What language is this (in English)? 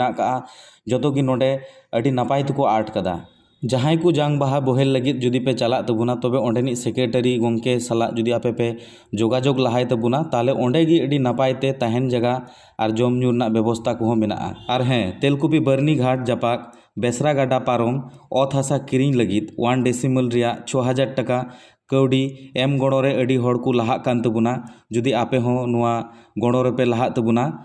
Santali